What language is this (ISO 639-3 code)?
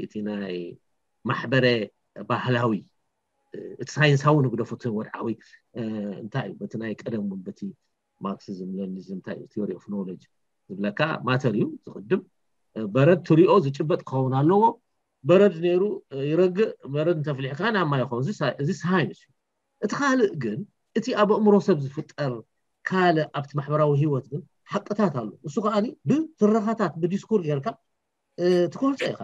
tir